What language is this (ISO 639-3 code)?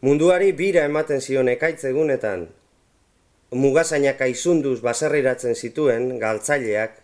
eus